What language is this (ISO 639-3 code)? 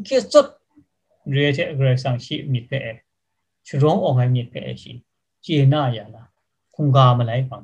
kac